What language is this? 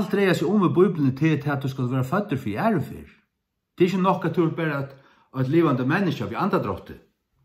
Faroese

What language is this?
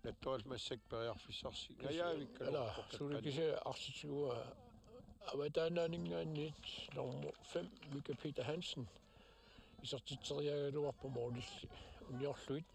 Kalaallisut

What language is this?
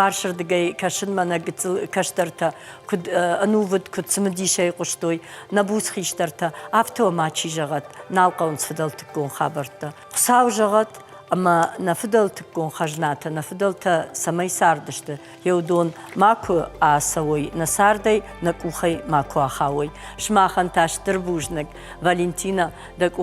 Ossetic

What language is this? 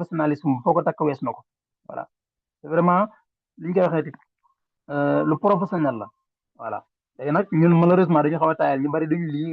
Wolof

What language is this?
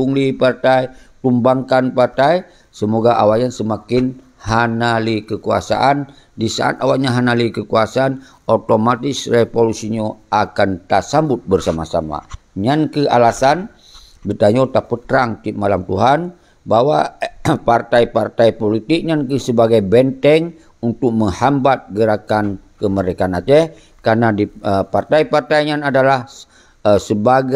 Achinese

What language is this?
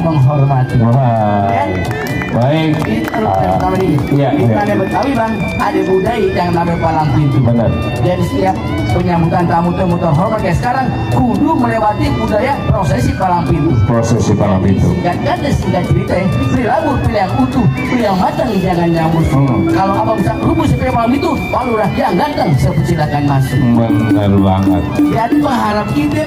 Betawi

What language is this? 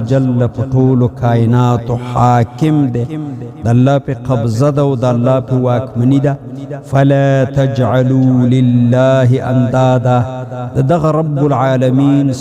Pashto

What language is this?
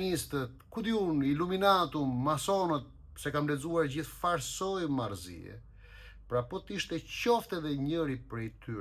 Albanian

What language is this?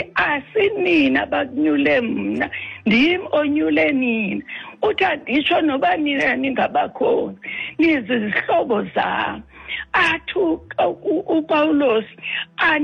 Xhosa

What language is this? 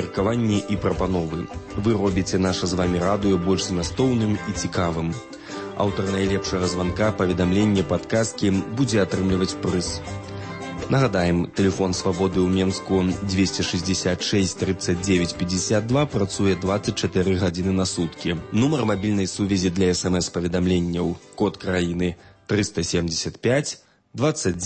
Belarusian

